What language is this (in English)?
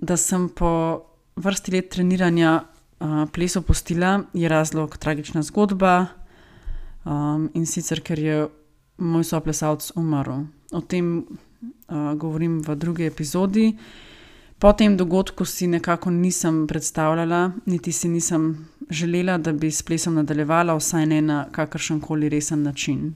Slovenian